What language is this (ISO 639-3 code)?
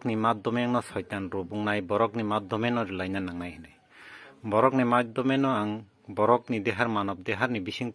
trp